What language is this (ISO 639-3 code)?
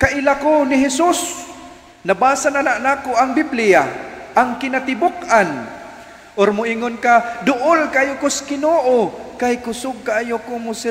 ceb